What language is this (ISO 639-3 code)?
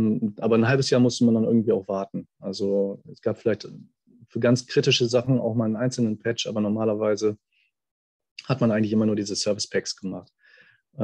deu